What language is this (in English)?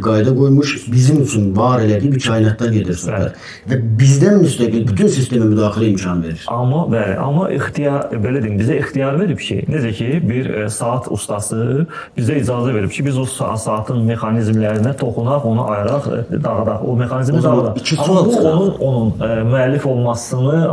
Azerbaijani